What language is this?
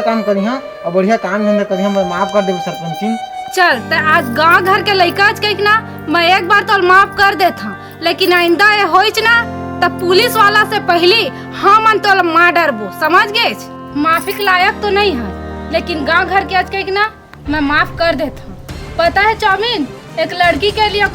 Chhattisgarhi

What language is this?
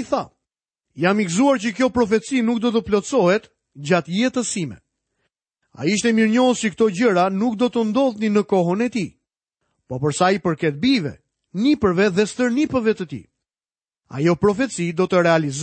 Albanian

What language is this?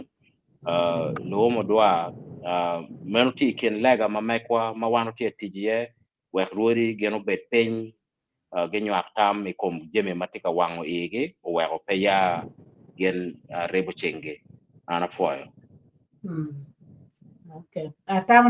Acoli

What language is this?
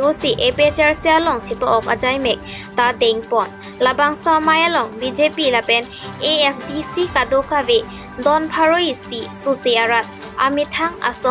Karbi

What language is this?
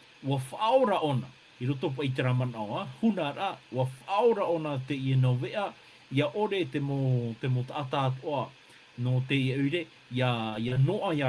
Tahitian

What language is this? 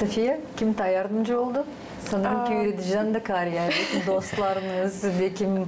Gagauz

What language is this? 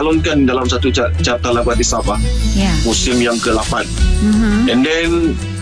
Malay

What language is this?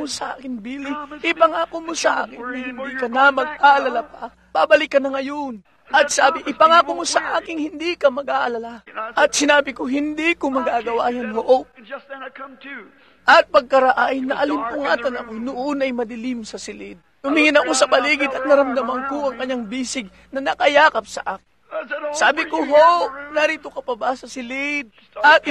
Filipino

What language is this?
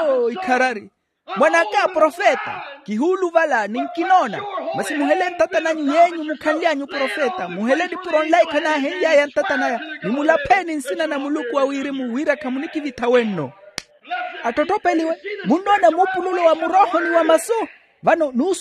Makhuwa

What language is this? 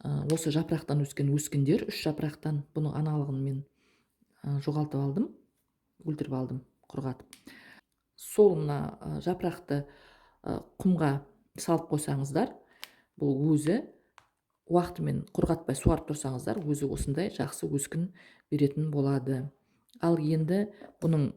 Kazakh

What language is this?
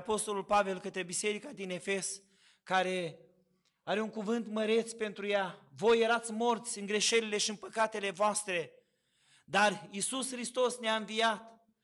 Romanian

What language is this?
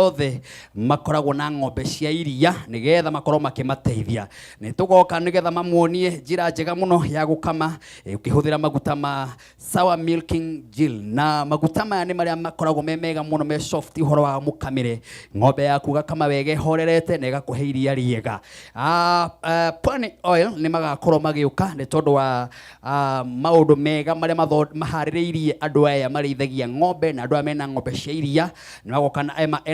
Kikuyu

